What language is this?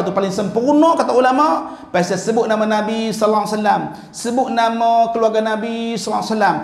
Malay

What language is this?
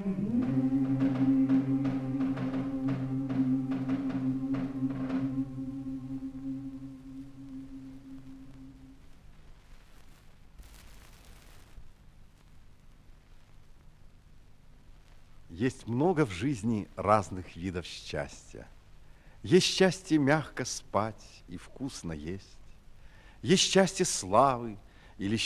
Russian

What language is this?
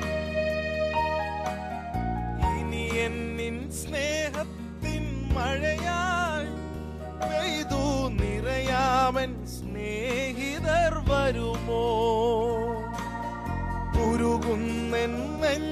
Malayalam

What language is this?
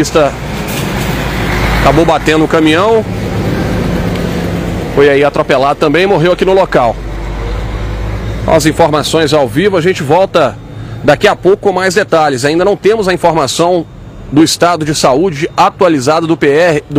Portuguese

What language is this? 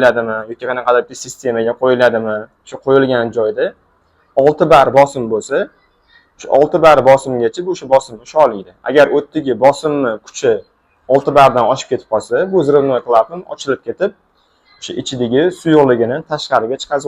Uzbek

